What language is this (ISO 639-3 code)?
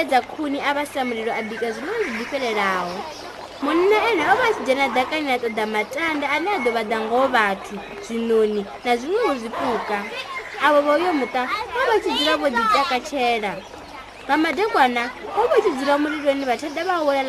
ven